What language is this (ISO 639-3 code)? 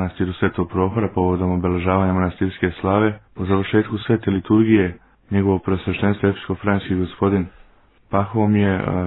srp